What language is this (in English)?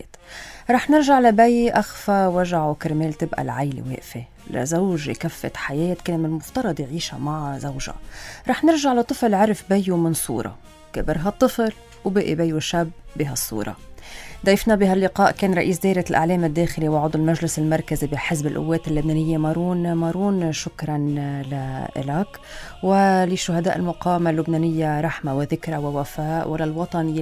North Levantine Arabic